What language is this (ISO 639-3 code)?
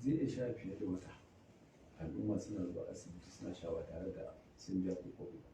hau